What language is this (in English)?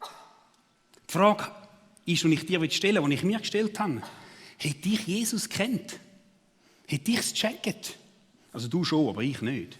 Swiss German